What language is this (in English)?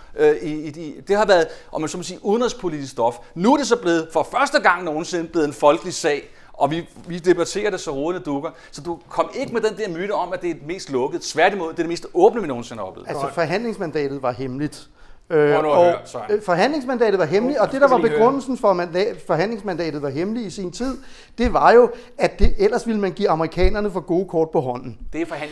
Danish